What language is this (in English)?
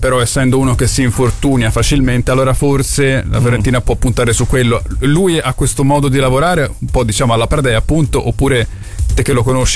Italian